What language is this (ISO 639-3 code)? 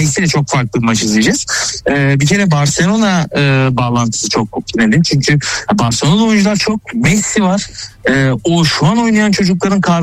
tur